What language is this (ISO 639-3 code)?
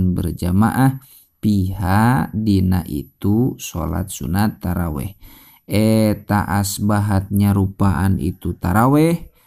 sun